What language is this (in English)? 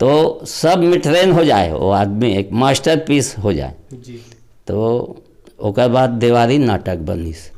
Chhattisgarhi